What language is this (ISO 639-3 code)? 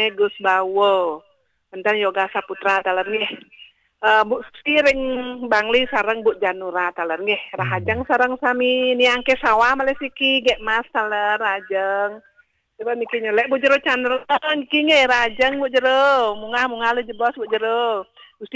ban